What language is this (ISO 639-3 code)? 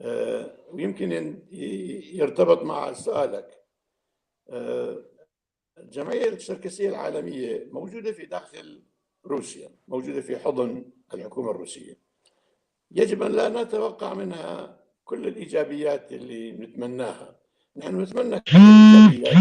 apc